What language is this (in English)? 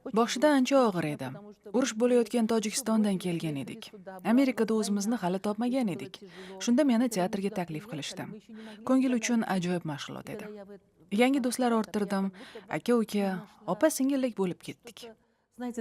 Uzbek